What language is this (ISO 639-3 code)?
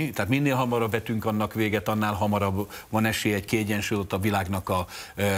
hun